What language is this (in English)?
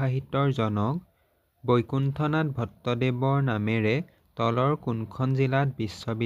Assamese